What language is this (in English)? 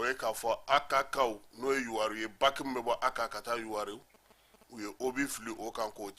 Bambara